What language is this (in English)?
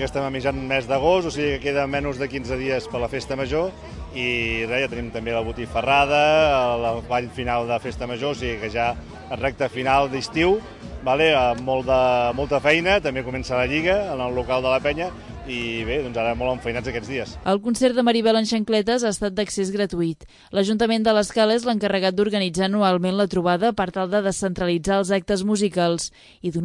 Catalan